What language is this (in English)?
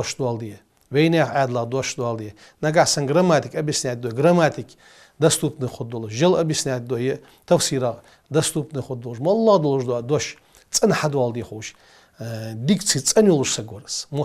Ingush